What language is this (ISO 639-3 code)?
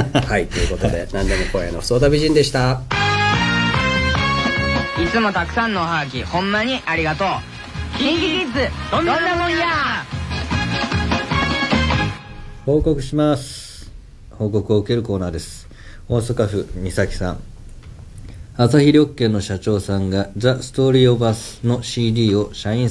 jpn